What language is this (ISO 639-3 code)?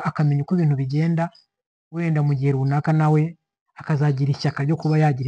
kin